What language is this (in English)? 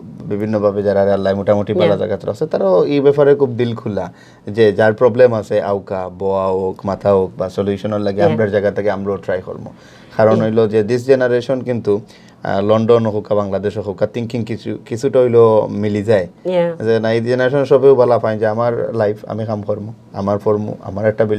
Sylheti